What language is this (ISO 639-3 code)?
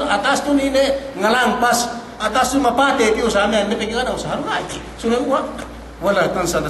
yka